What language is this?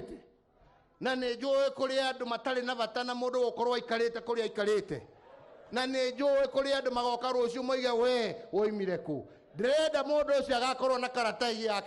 Kikuyu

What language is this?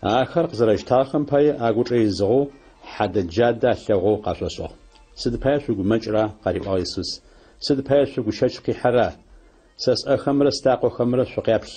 Adyghe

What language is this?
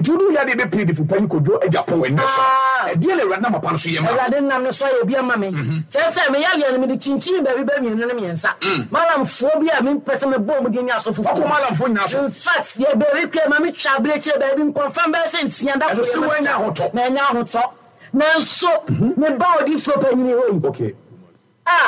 Akan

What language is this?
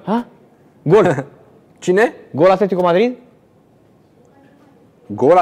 Romanian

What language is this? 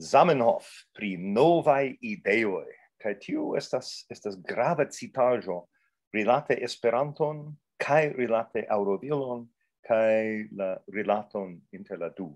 Esperanto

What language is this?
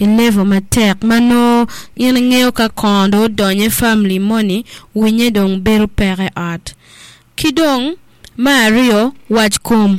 Acoli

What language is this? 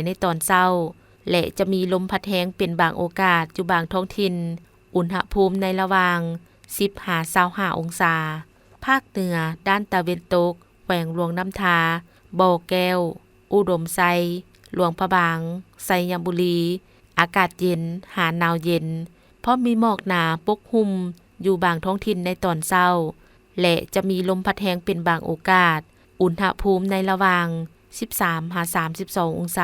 Lao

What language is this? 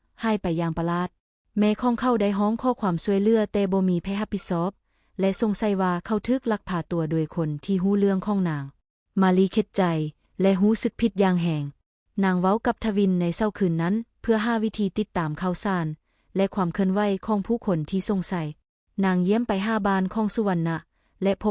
Lao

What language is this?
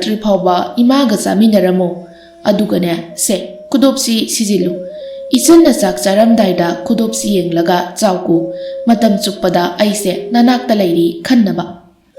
Manipuri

